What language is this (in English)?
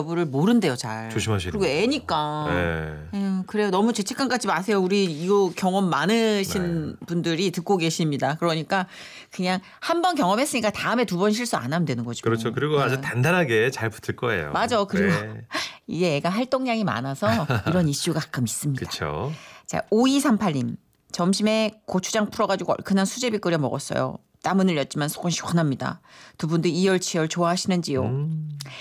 Korean